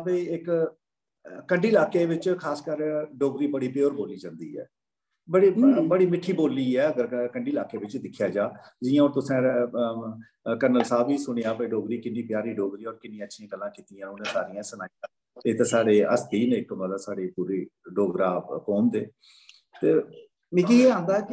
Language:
Dogri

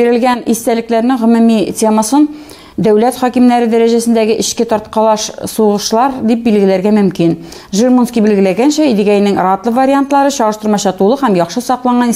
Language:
Tatar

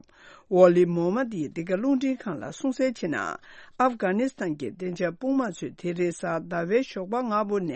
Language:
Tibetan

